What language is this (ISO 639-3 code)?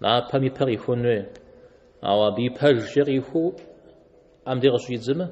kbd